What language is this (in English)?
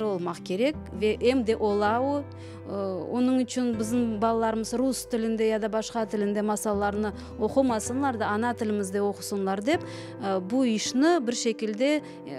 Crimean Tatar